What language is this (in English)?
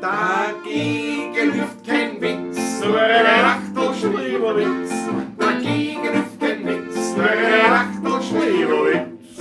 Bavarian